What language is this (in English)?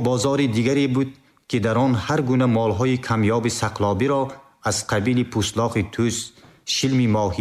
Tajik